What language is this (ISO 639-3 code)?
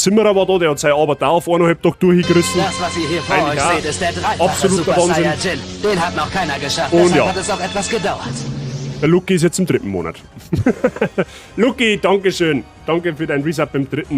bar